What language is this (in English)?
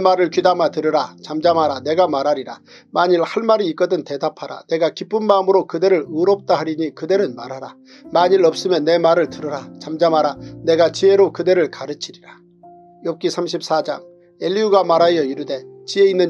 Korean